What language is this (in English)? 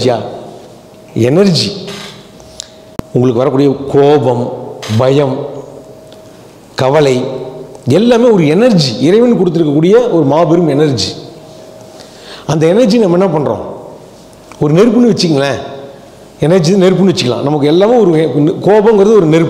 Tamil